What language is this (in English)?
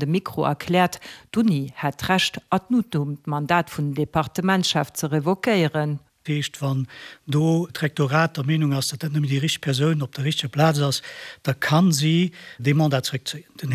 Luxembourgish